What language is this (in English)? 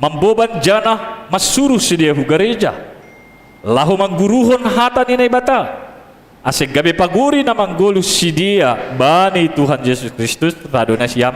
Batak Simalungun